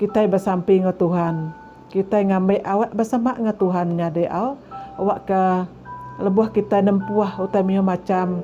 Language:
Iban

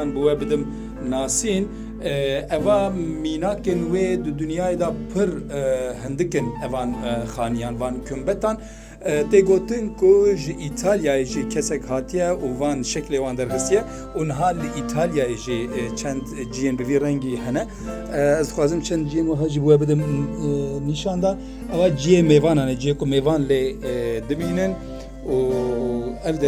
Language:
Kurdish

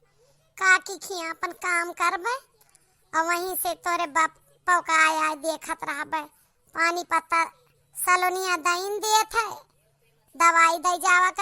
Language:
Awadhi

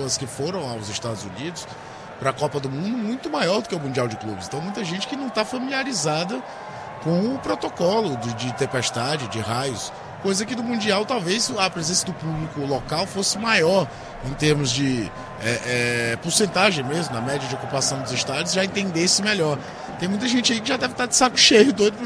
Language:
Portuguese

